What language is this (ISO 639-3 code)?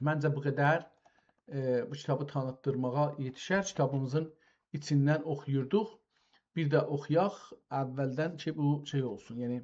azb